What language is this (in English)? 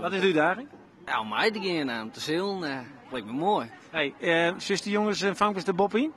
Western Frisian